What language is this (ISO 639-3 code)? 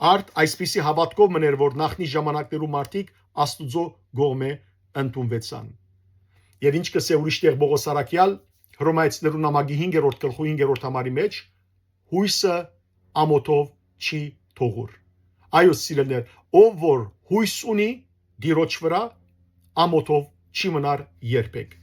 hyw